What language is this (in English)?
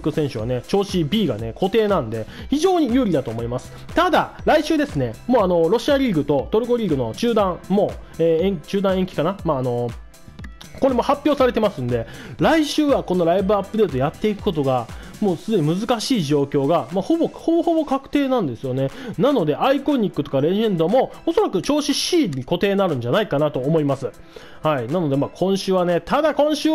Japanese